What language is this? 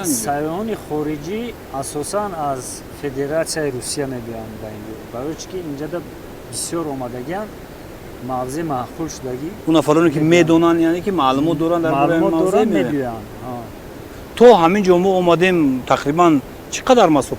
Tajik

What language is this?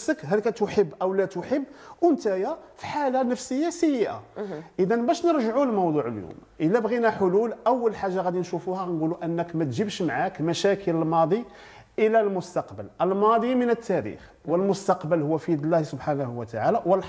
Moroccan Arabic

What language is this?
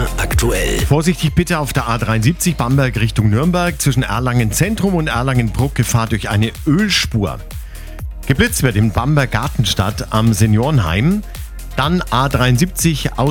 German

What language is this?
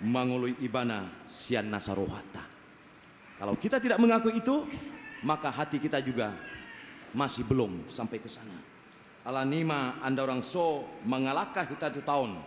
Batak Toba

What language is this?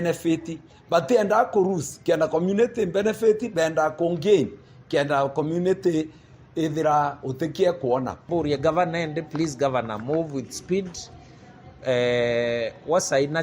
Meru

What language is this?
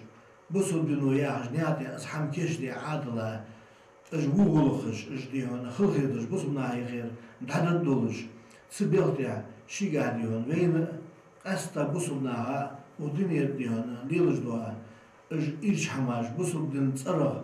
Ingush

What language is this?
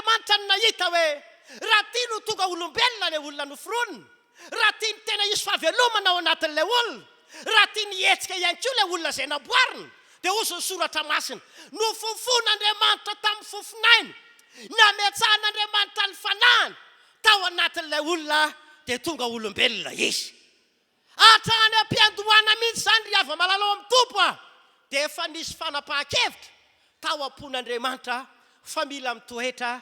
Malagasy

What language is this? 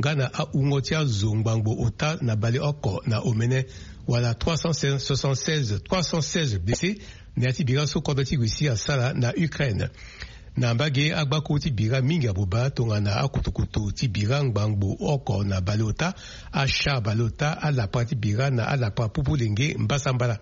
Sango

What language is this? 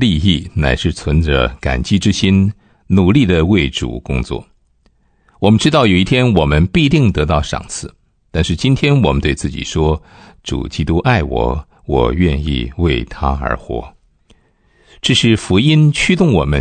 Chinese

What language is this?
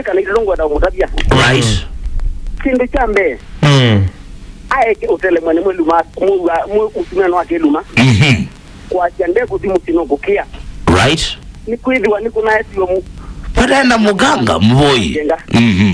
Kamba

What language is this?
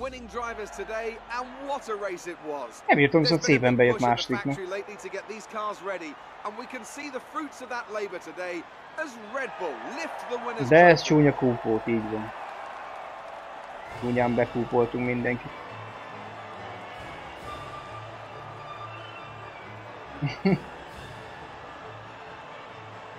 Hungarian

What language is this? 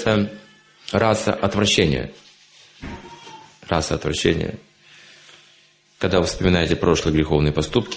Russian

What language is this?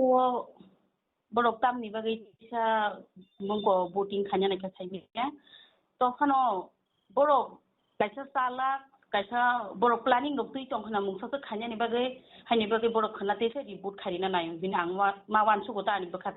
Kok Borok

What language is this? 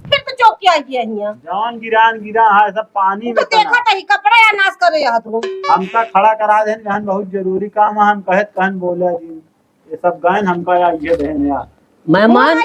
Awadhi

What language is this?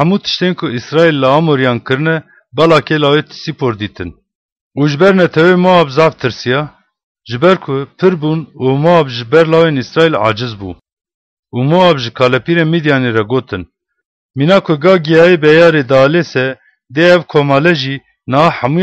Kurdish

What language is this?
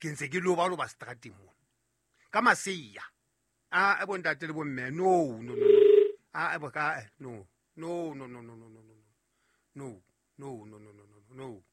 Southern Sotho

